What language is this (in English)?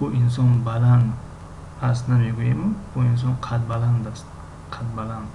Tajik